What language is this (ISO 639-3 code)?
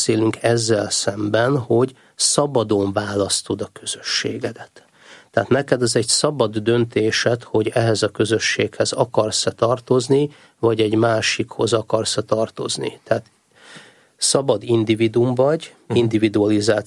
hun